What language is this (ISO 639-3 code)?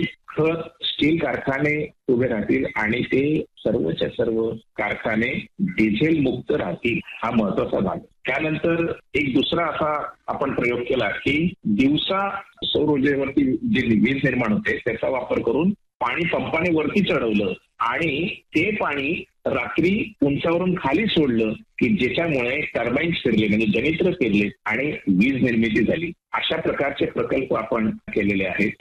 mar